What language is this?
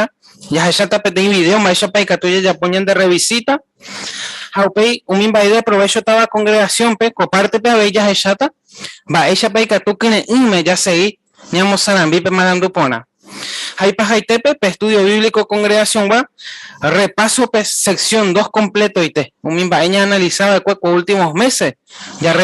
Guarani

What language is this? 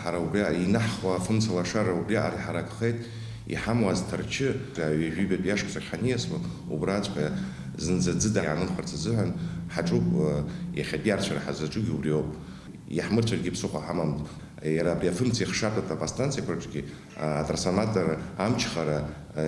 Abkhazian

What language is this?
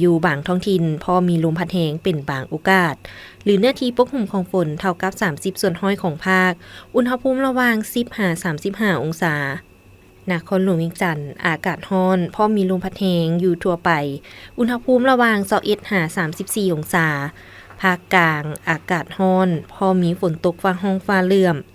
Lao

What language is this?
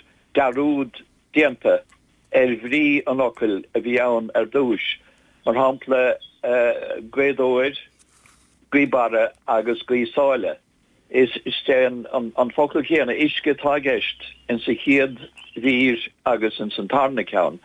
Irish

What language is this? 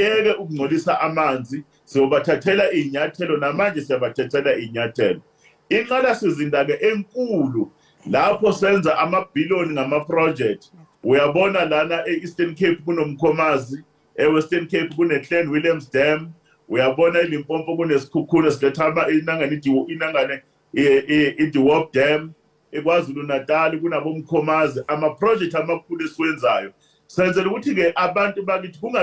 Zulu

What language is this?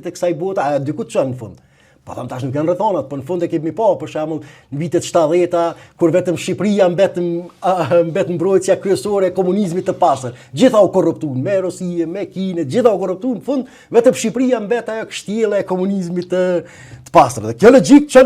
Albanian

